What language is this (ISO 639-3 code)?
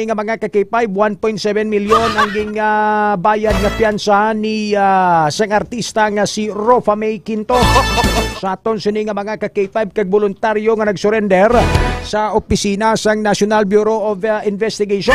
hil